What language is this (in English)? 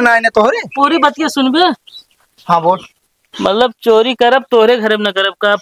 Awadhi